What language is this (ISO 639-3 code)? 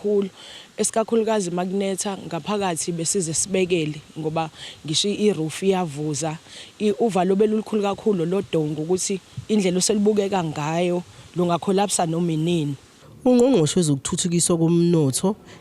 zul